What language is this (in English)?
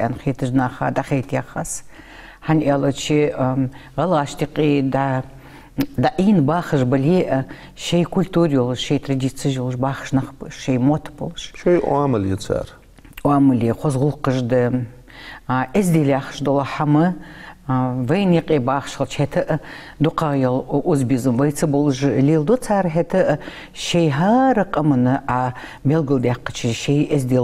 Ingush